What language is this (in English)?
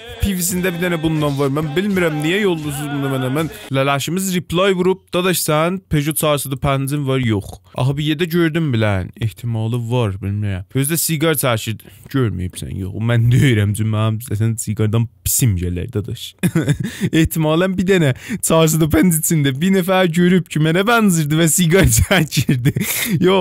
South Azerbaijani